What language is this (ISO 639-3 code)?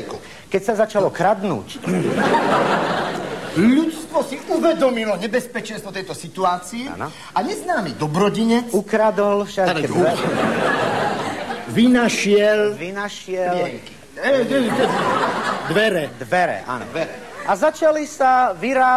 slk